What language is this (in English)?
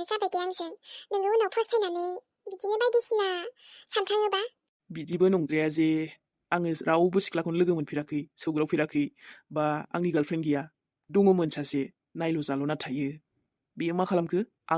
Bodo